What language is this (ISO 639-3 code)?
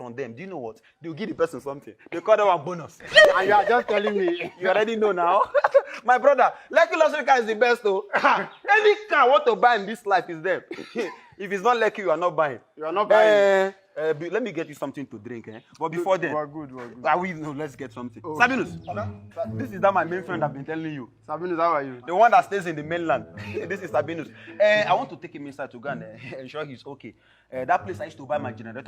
pcm